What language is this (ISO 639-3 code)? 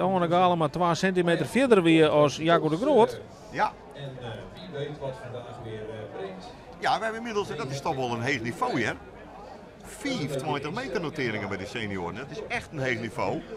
fry